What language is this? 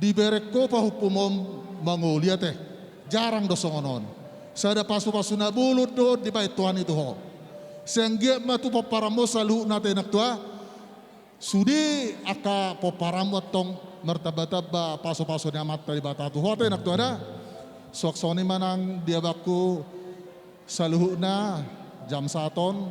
Batak Toba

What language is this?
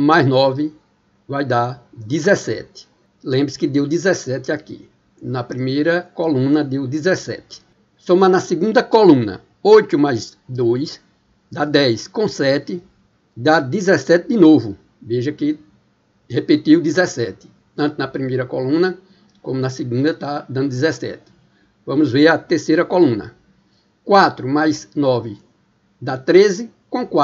Portuguese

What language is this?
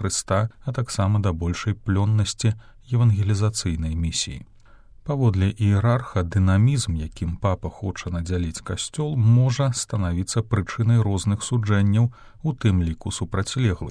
Belarusian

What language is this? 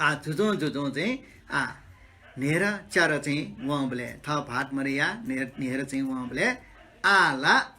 Newari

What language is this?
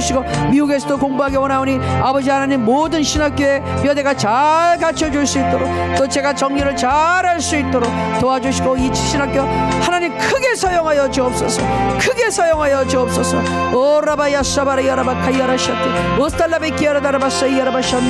Korean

